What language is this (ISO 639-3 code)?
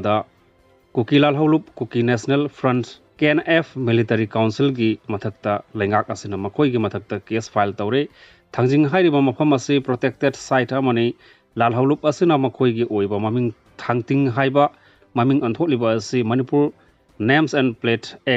mni